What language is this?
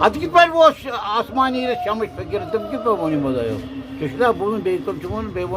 Kashmiri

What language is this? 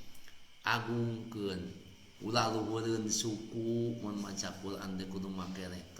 Sundanese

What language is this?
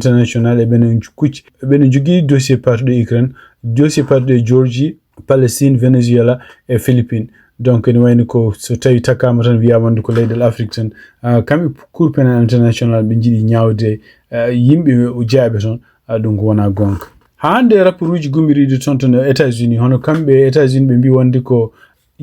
Fula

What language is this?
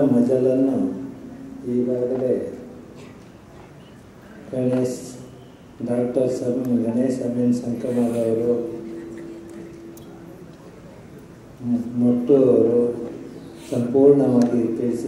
Kannada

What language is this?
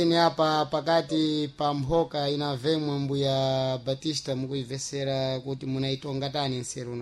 Sena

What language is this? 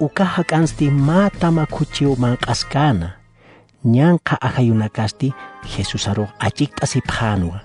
Aymara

